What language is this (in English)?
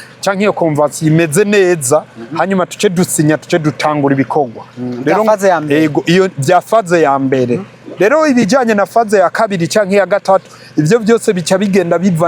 Rundi